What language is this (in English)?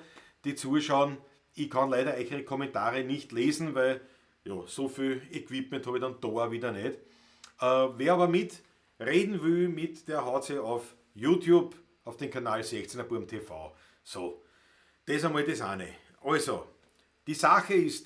Bavarian